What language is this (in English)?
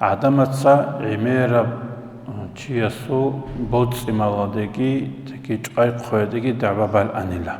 Avaric